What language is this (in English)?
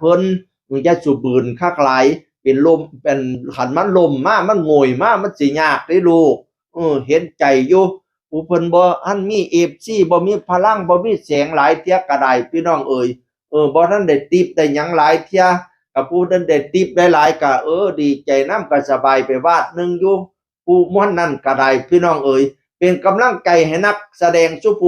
Northeastern Thai